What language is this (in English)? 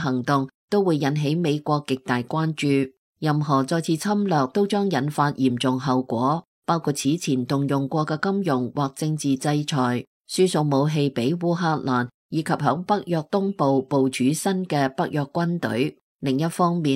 Cantonese